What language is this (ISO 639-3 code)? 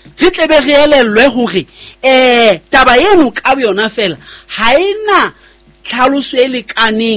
sot